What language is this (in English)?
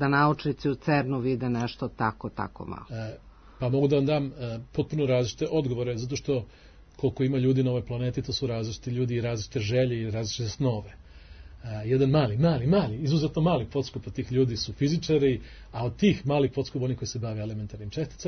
Serbian